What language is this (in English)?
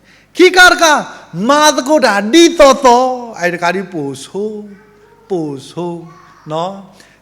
S'gaw Karen